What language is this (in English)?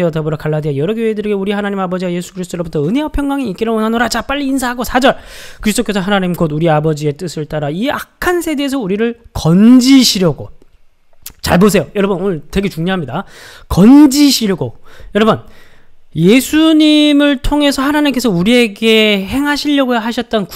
Korean